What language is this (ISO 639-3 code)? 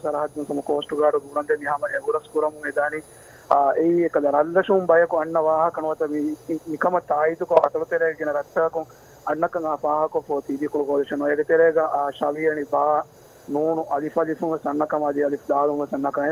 div